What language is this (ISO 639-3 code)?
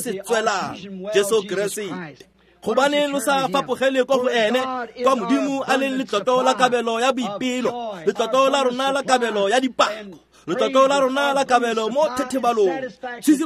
tsn